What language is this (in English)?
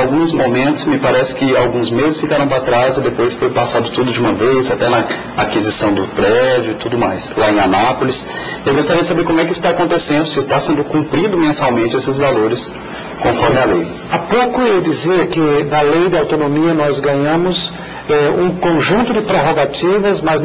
Portuguese